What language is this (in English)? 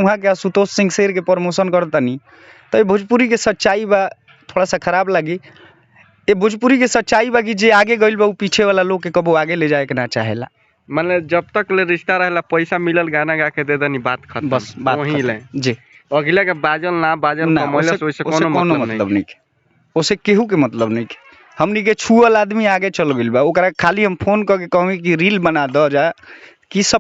Bhojpuri